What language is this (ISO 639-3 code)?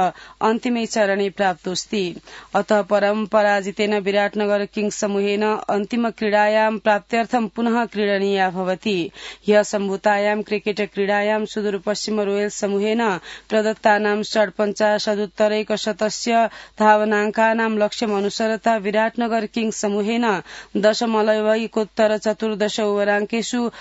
san